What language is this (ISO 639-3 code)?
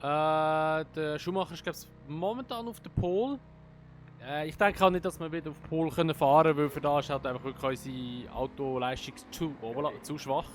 gsw